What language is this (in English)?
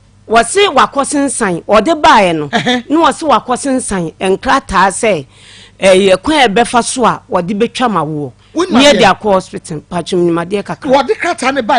Akan